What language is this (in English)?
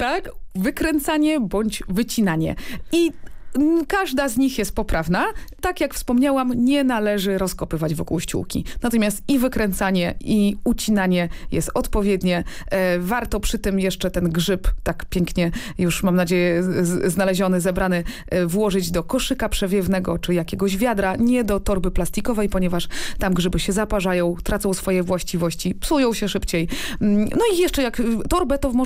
Polish